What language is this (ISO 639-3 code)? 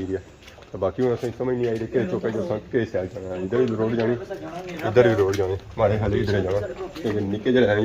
phr